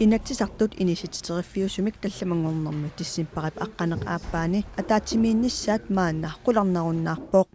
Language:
Kalaallisut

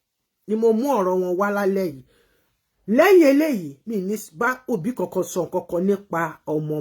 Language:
Yoruba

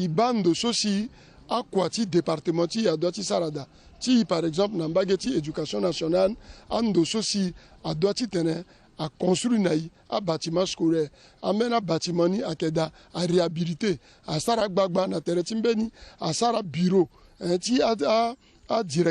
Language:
Sango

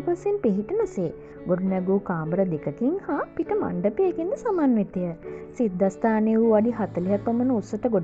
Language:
Sinhala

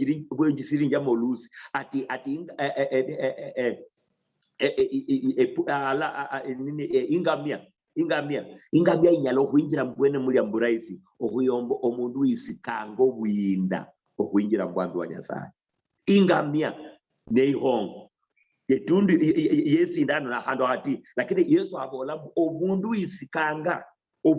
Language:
Luyia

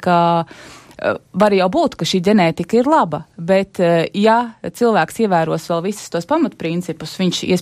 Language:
Latvian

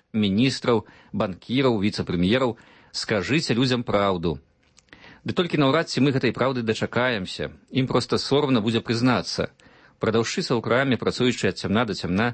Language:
Belarusian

